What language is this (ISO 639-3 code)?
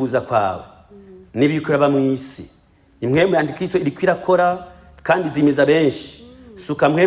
run